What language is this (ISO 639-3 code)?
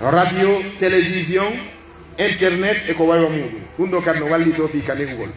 fuf